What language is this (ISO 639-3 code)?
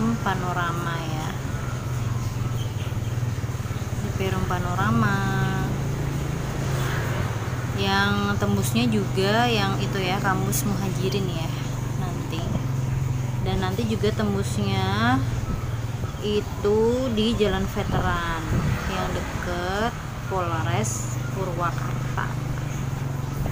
ind